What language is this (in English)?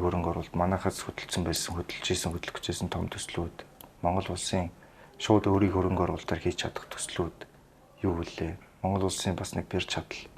Mongolian